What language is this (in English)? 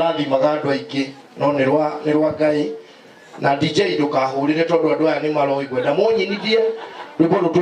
Kikuyu